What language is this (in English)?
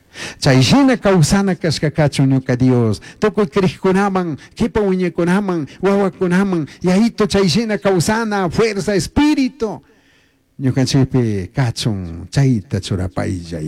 Chimborazo Highland Quichua